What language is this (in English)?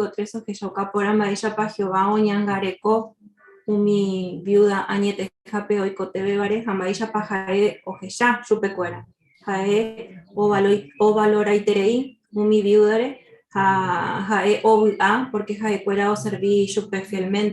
Guarani